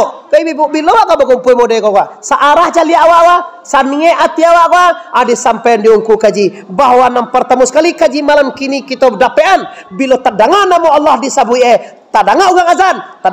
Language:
Minangkabau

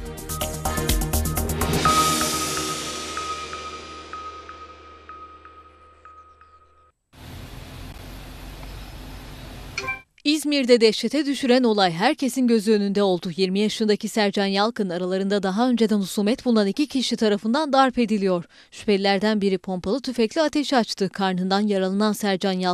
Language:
Turkish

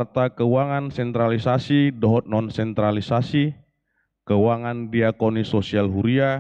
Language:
Batak Toba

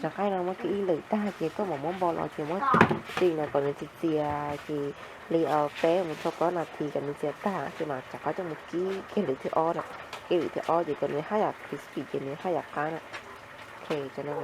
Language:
Hmong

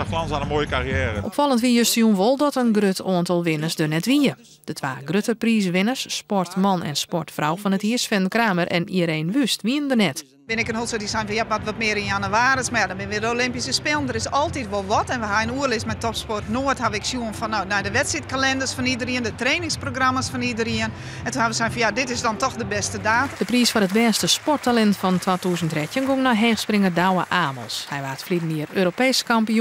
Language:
Western Frisian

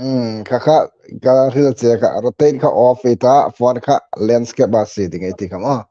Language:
Hmar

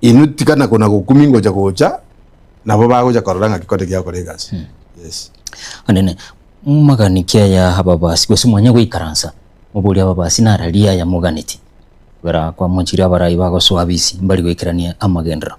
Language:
Gusii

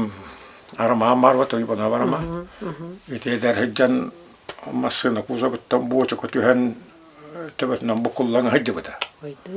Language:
Yakut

